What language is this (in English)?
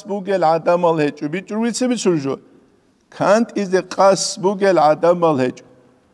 Avaric